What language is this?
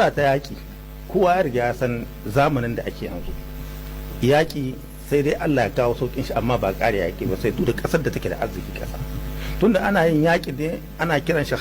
Hausa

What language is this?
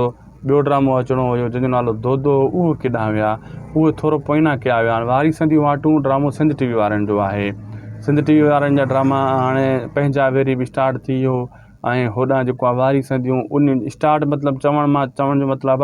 Sindhi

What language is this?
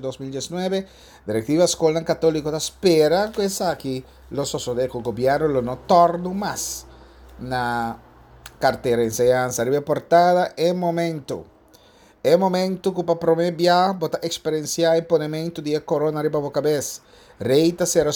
Papiamento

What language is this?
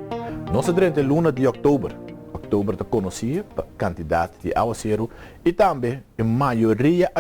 Papiamento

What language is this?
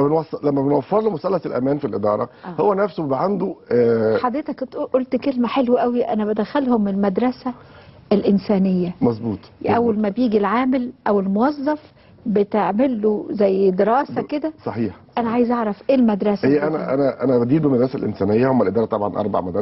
Egyptian Arabic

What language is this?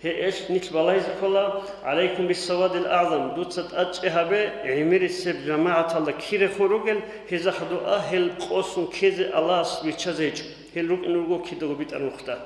Avaric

